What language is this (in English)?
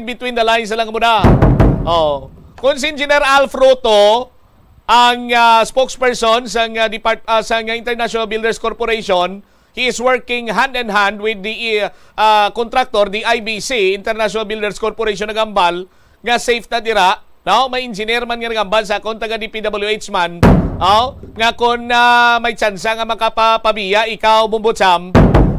Hiligaynon